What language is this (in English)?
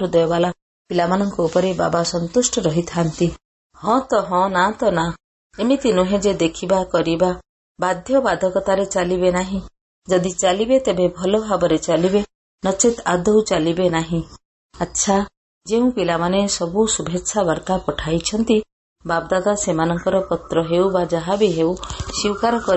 Odia